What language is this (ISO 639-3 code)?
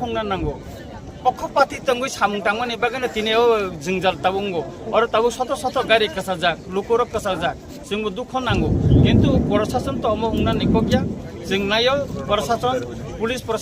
trp